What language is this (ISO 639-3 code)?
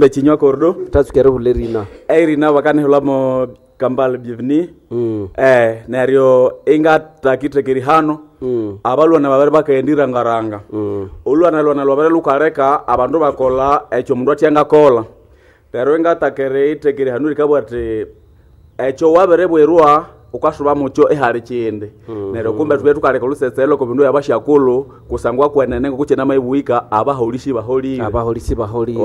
nnb